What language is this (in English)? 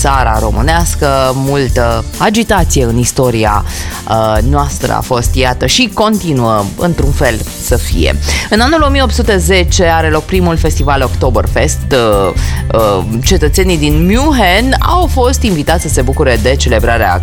Romanian